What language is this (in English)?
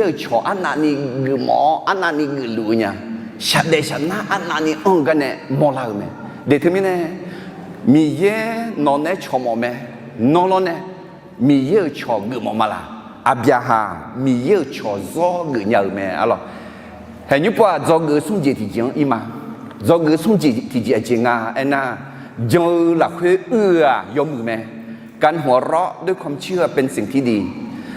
Akha